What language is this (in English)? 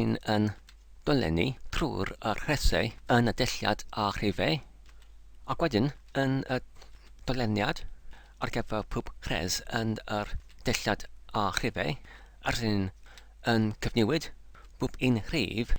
Welsh